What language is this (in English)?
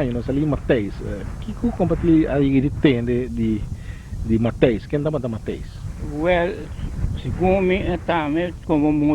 Papiamento